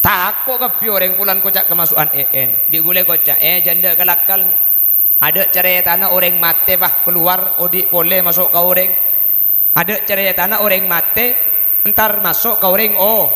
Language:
Madurese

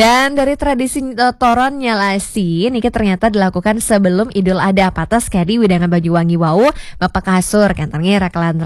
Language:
Balinese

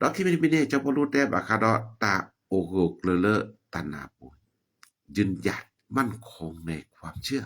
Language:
S'gaw Karen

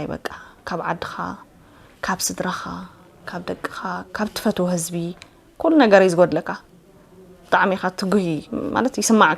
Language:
Tigrinya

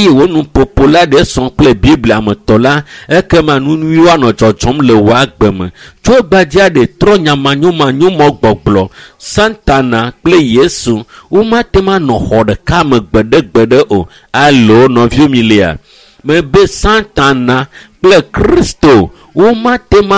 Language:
Ewe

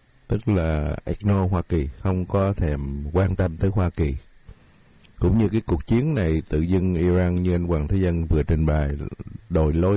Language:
Vietnamese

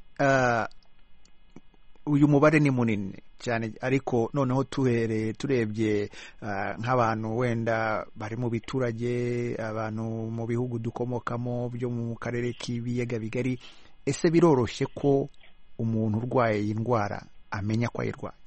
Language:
Kinyarwanda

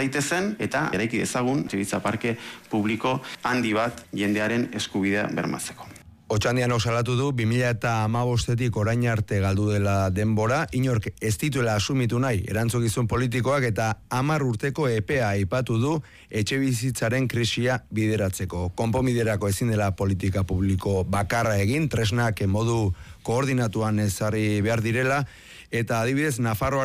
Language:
Basque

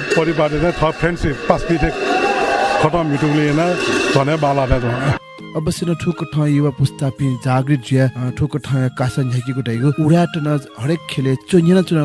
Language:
Newari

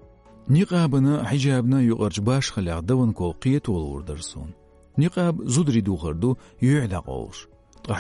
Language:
Chechen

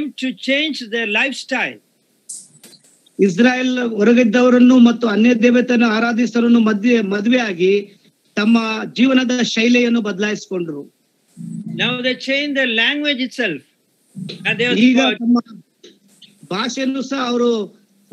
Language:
Kannada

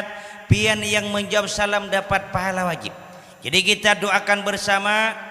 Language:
Banjar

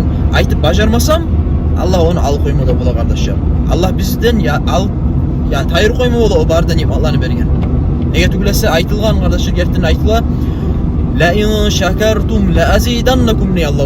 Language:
Kumyk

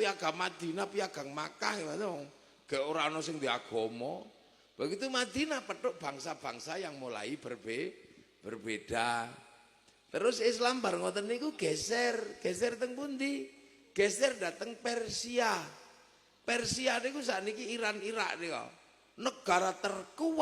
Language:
Javanese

